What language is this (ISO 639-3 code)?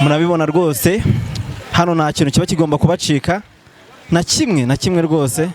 kin